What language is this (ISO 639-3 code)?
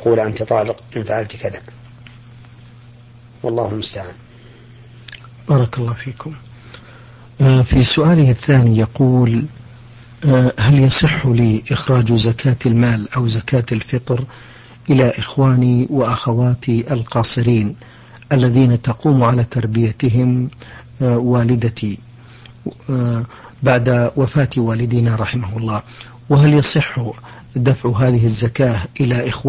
ara